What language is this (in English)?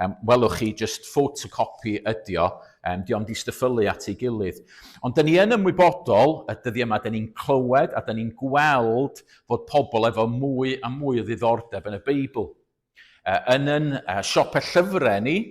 Welsh